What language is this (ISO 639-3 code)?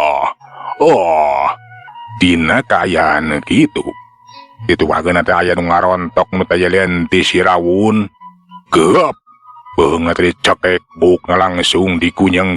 sun